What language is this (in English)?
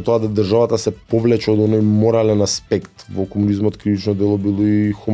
Macedonian